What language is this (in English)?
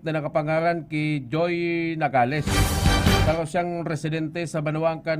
Bikol